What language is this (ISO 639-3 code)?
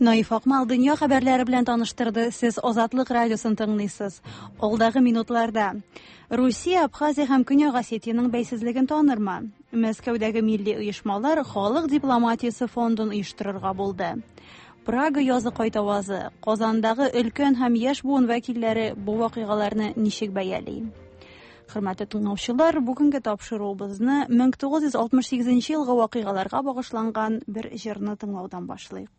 tat